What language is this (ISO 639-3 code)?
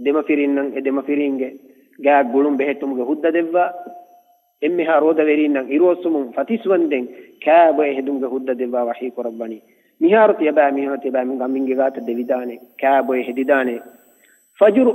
div